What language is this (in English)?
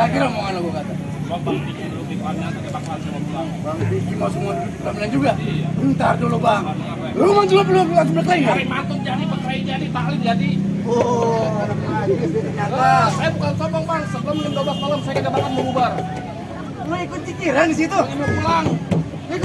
Betawi